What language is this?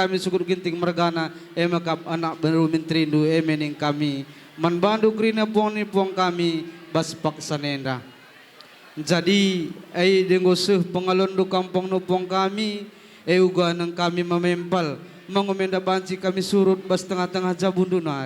Batak Karo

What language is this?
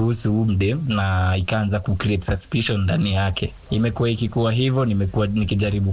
Swahili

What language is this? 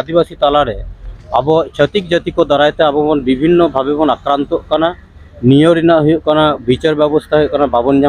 Santali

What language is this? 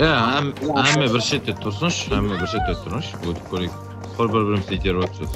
Kara-Kalpak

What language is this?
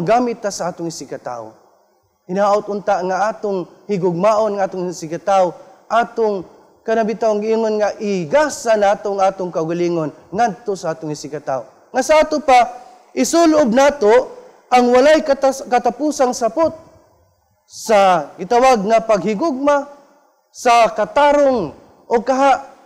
Cebuano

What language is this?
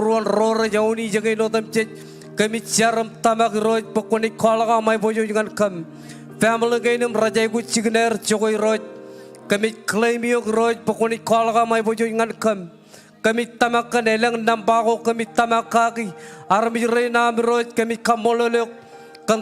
Marshallese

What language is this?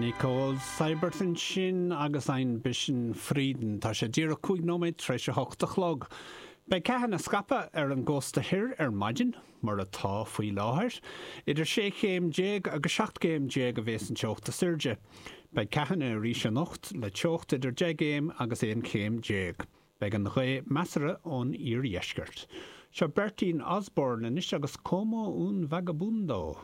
Irish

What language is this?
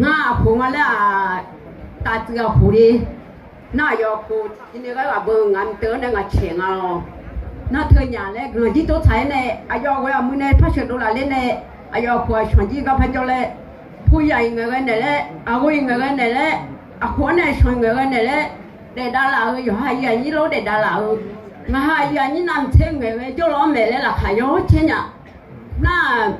Akha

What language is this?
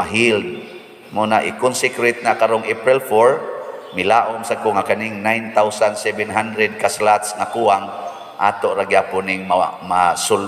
Cebuano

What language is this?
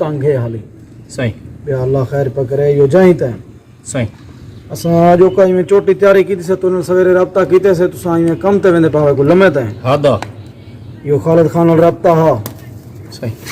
Saraiki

